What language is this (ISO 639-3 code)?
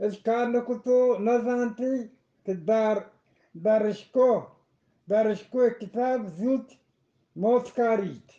bgp